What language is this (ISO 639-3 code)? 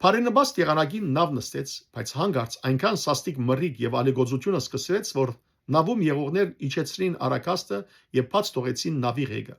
hyw